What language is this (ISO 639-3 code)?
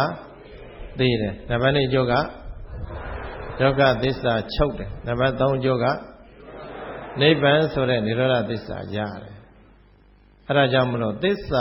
mya